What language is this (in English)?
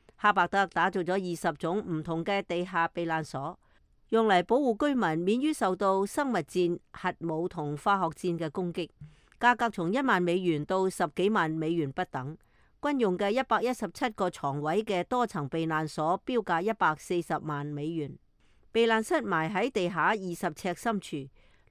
Cantonese